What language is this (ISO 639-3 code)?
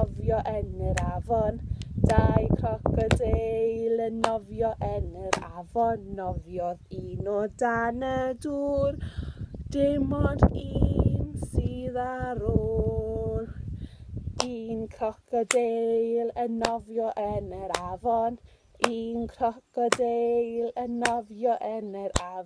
cym